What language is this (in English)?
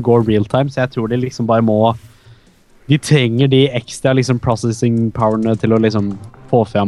Norwegian